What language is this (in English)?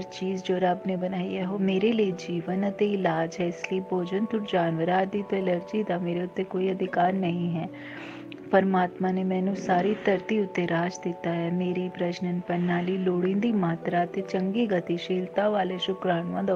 Punjabi